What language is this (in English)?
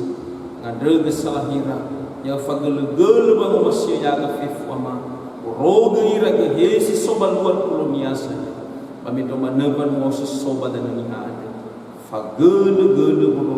Nias